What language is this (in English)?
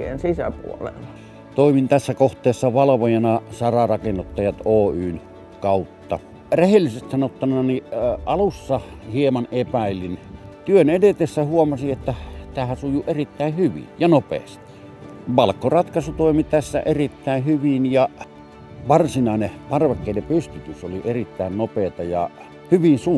Finnish